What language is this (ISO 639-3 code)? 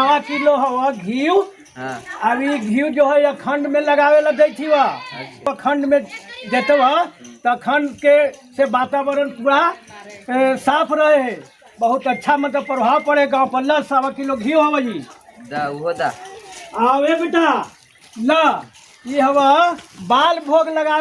mag